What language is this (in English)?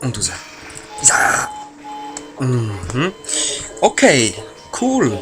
Swiss German